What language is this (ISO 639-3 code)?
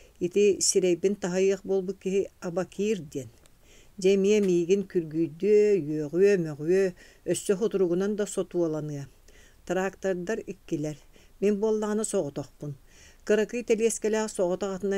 sah